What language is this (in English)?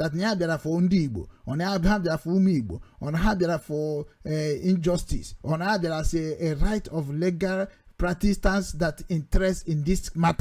Igbo